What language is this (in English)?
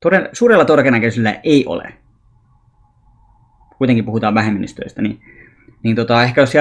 Finnish